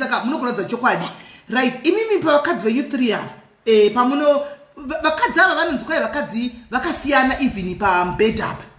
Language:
Shona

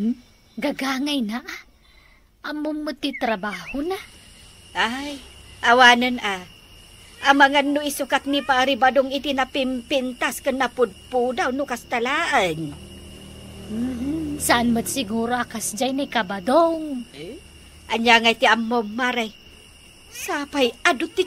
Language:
Iloko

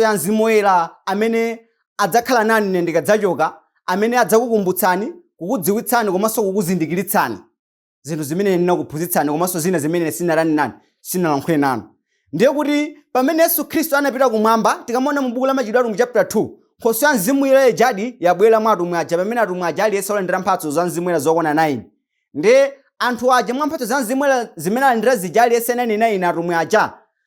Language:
Nyanja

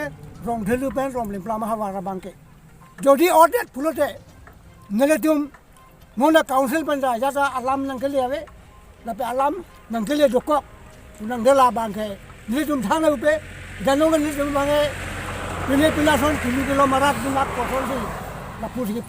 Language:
Karbi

